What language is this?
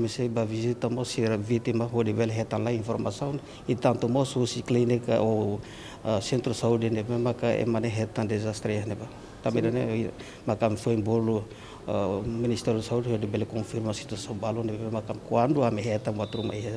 Tetum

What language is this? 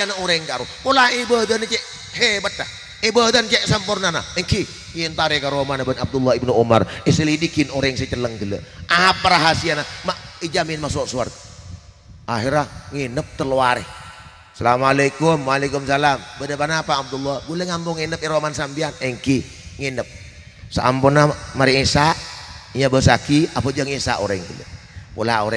Madurese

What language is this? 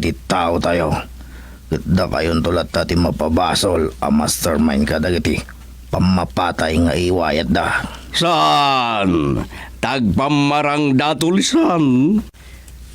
Iloko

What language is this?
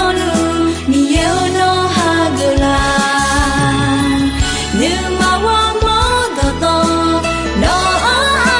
Akha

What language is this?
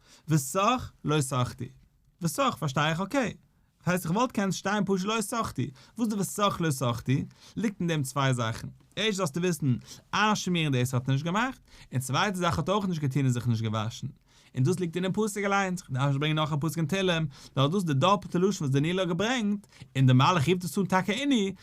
Yiddish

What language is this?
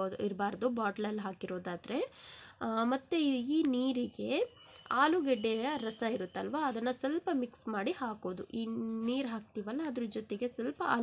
Kannada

